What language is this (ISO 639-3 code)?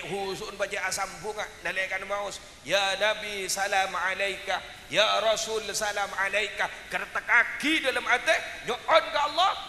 mad